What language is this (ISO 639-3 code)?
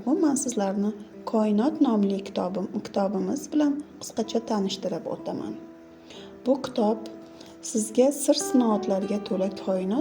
uzb